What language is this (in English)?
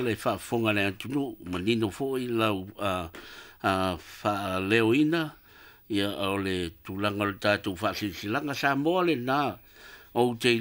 Samoan